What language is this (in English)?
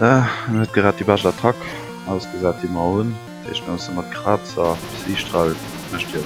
Luxembourgish